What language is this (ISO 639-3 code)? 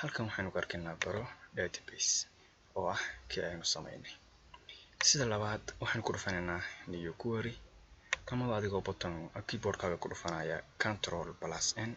som